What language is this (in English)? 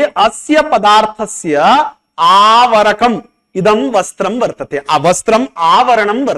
Sanskrit